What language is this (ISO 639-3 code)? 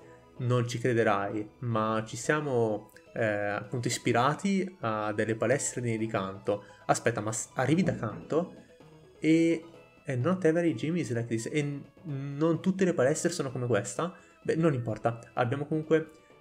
ita